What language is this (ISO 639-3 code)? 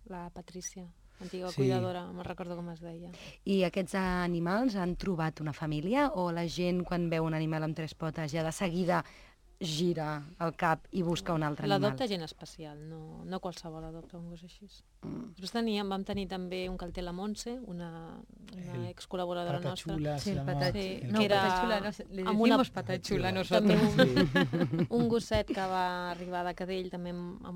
cat